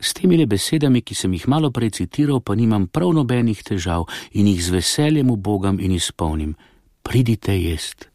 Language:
Slovenian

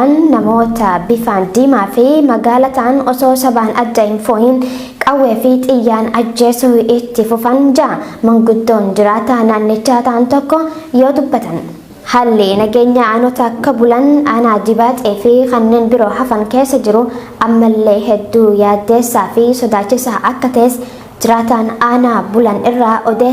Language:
Oromo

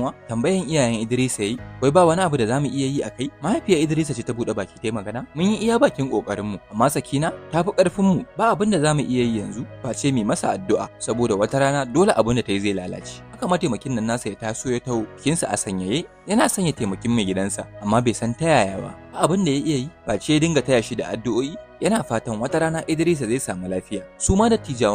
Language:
Hausa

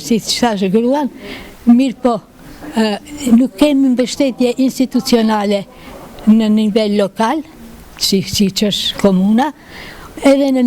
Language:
Albanian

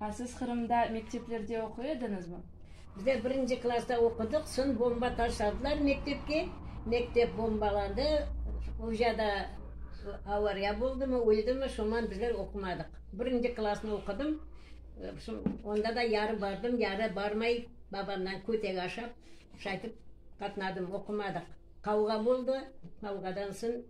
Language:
Crimean Tatar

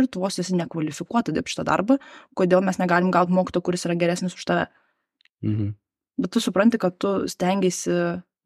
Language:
Lithuanian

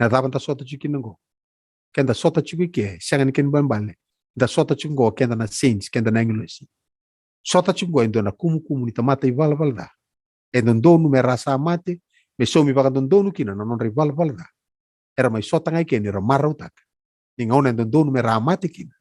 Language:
Fijian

